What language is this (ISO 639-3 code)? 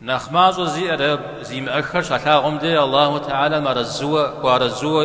kbd